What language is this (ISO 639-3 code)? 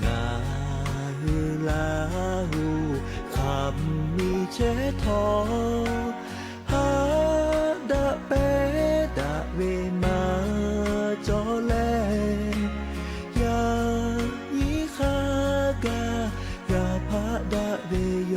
lhu